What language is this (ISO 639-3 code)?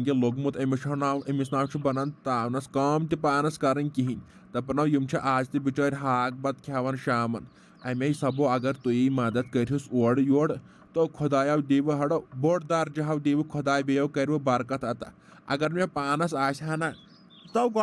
kas